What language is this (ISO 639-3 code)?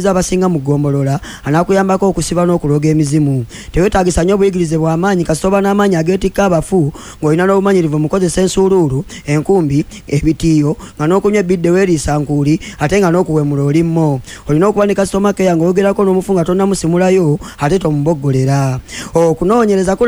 lug